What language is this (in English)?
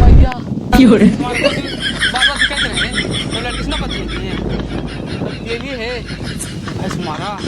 Magahi